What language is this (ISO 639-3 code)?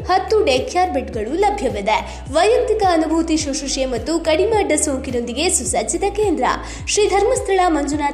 kan